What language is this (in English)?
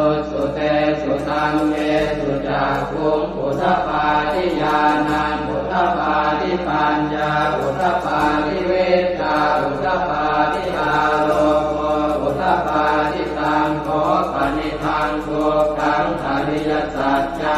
Pali